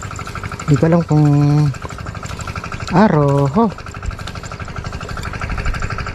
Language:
Filipino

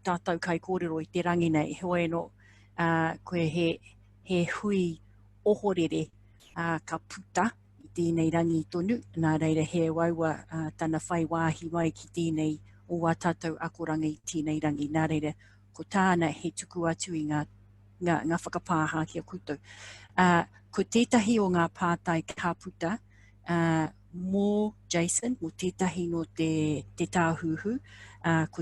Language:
Māori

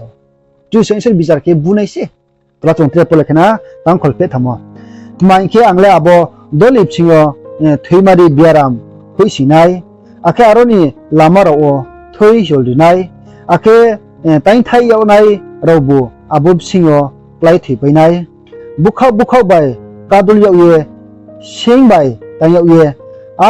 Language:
Riang (India)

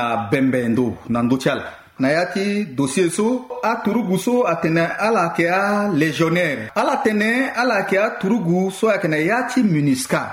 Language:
Sango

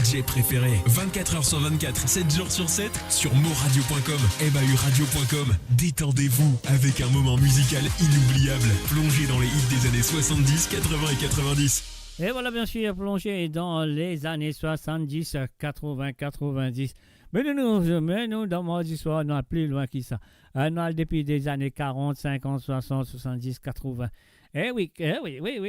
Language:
Morisyen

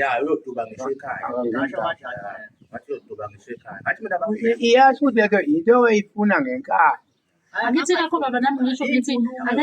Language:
Zulu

